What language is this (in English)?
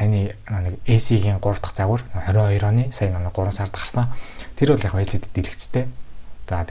Mongolian